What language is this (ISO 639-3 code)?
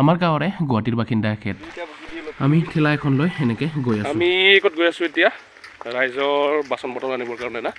asm